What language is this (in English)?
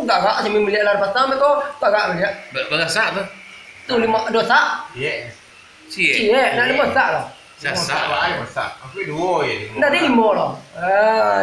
Minangkabau